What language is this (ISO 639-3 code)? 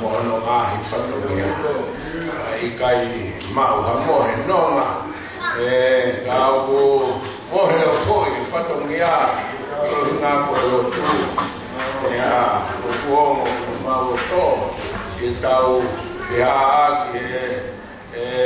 ton